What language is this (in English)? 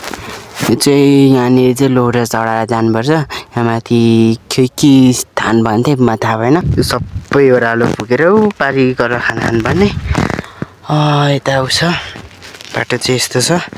Nepali